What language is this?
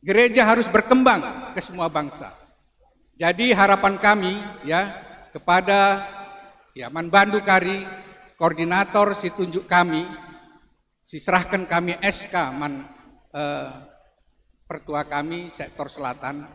Batak Karo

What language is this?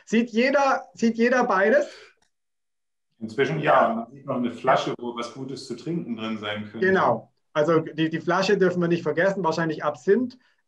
German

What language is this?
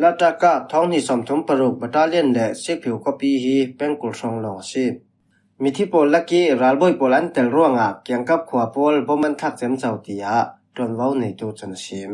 Falam Chin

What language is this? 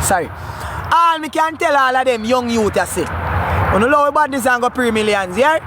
Jamaican Creole English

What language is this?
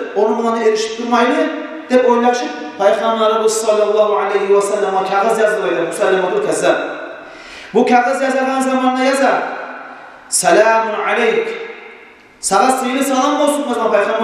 Kumyk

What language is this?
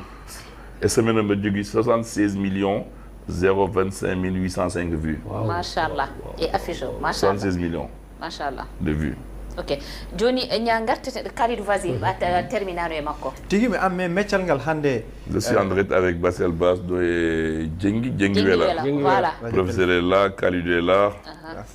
Fula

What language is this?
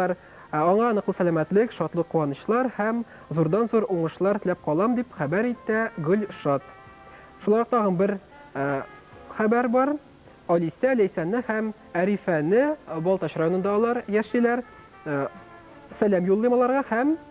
Tatar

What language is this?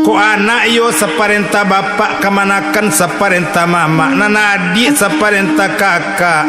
Minangkabau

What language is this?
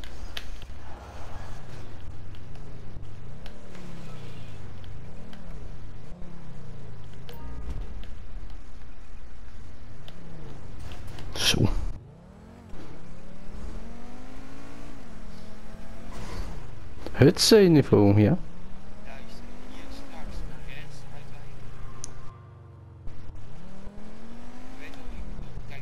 Dutch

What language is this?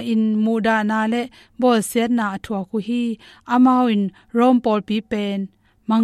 Tedim Chin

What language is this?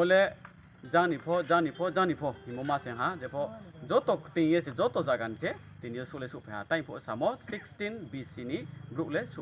Riang (India)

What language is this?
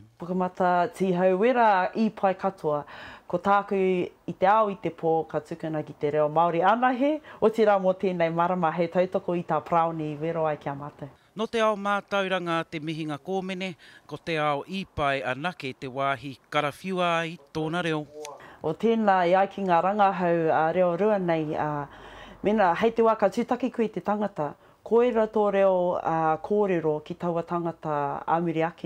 Māori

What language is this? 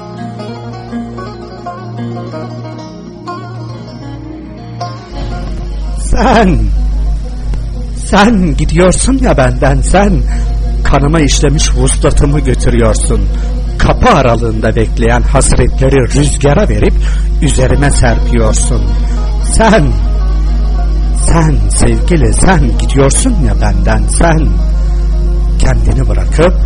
Turkish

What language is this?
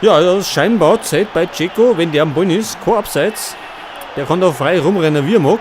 Bavarian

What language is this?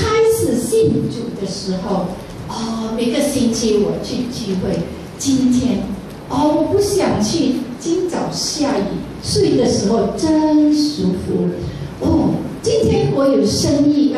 Chinese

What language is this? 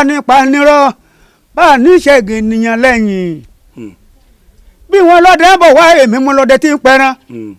Yoruba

